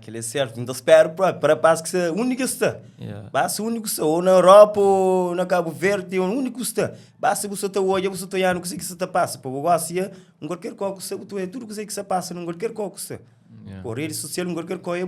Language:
Kabuverdianu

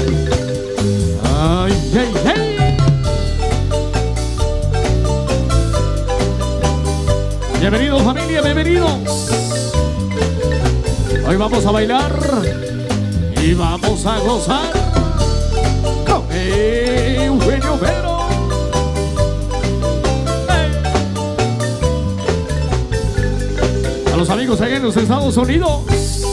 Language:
Spanish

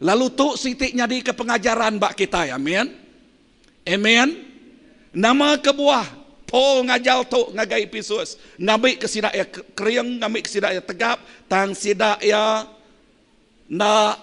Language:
Iban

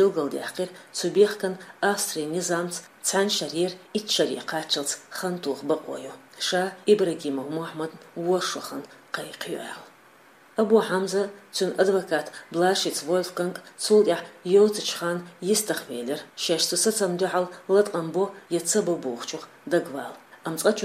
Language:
Chechen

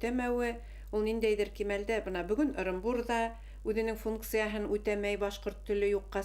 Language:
Bashkir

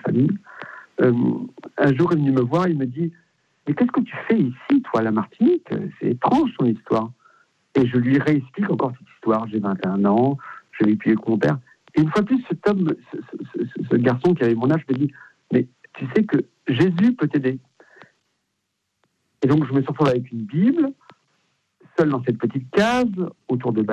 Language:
French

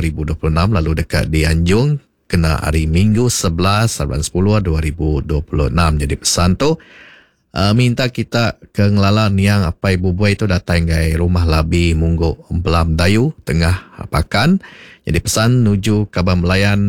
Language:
Iban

